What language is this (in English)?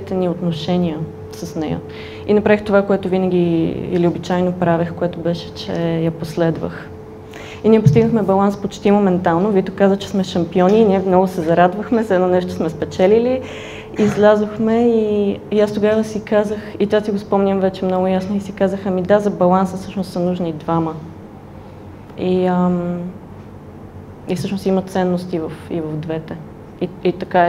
Bulgarian